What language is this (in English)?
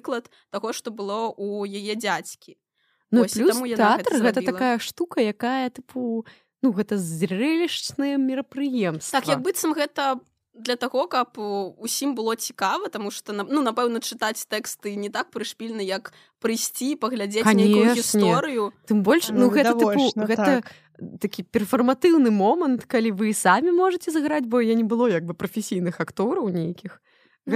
Belarusian